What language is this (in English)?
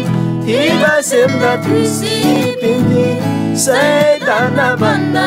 Eastern Tamang